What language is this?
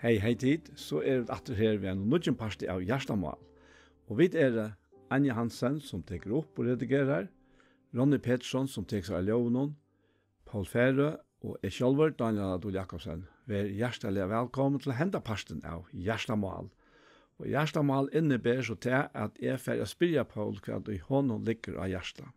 Faroese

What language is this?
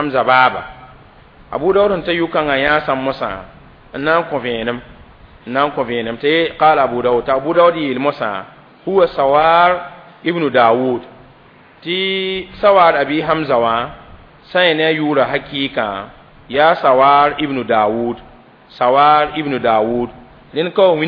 Mossi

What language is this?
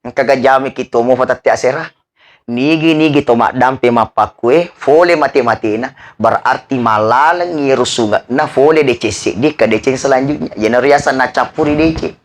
Buginese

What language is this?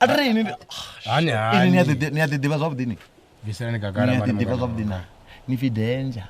Venda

